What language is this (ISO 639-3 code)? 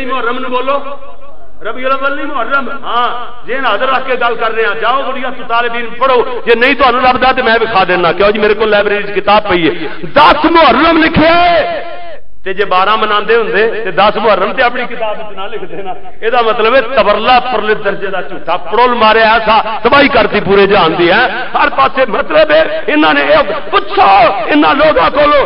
lah